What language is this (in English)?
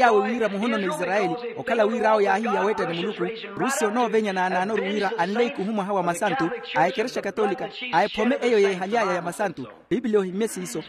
Makhuwa